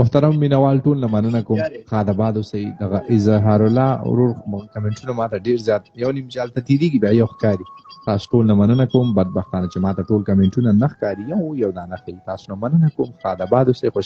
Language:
Pashto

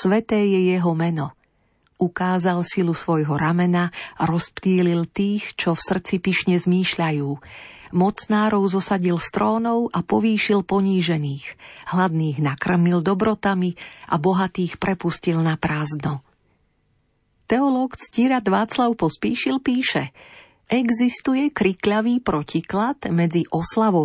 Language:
Slovak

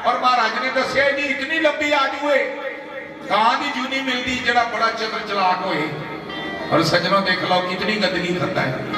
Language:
Dogri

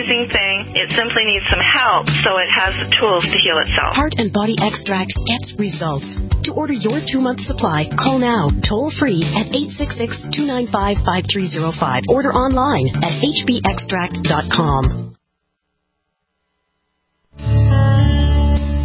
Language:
English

